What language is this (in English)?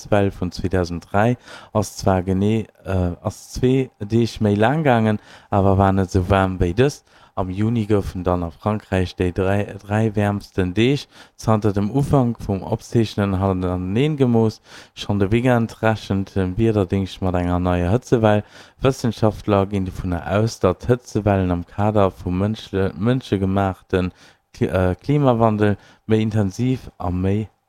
Luxembourgish